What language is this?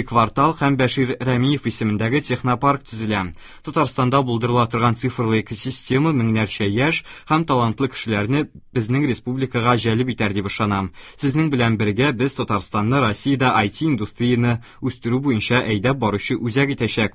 Tatar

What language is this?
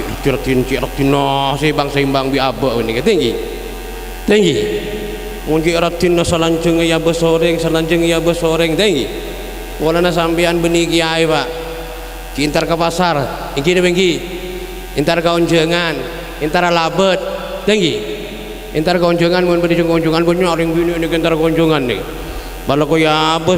Madurese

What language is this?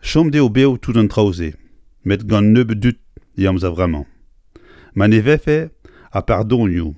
Breton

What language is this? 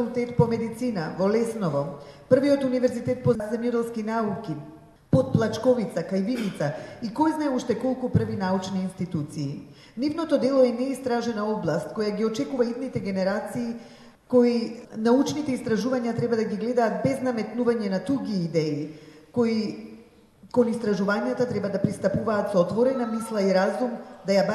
Macedonian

